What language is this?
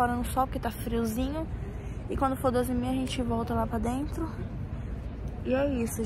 Portuguese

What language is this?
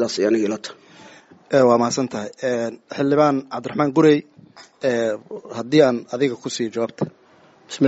Somali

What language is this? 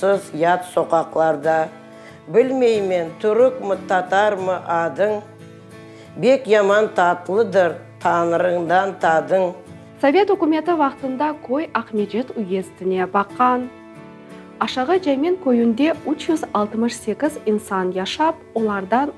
Crimean Tatar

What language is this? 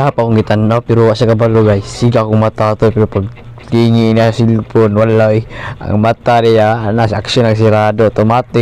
Cebuano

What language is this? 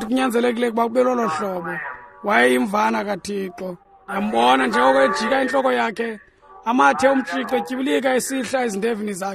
Xhosa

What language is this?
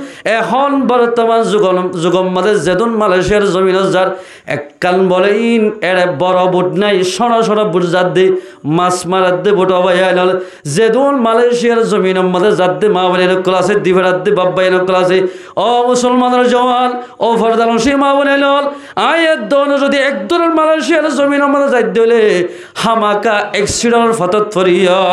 Rohingya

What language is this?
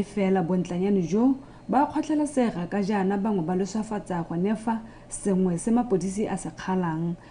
Tswana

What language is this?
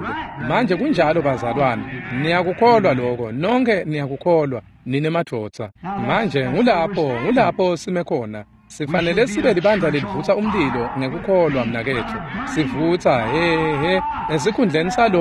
Swati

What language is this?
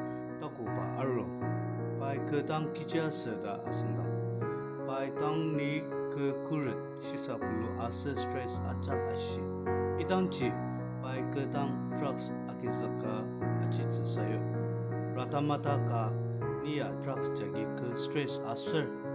Ao Naga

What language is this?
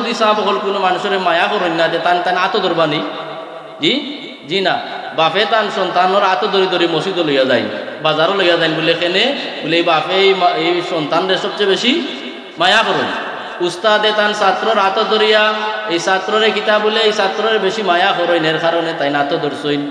Sylheti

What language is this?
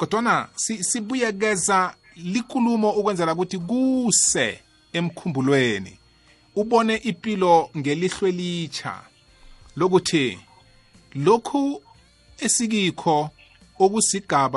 South Ndebele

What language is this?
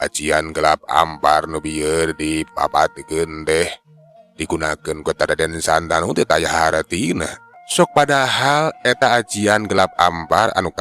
Sundanese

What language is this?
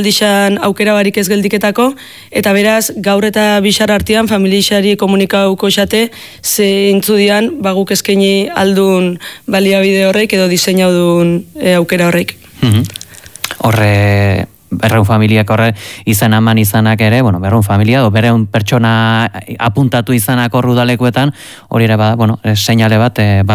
Basque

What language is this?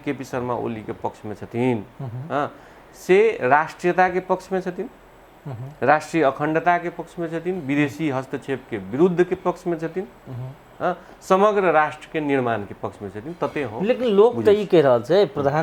Maithili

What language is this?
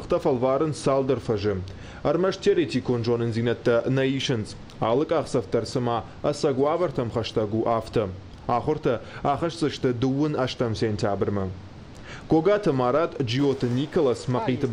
Ossetic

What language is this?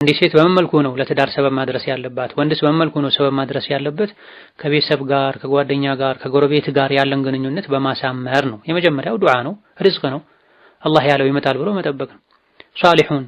Amharic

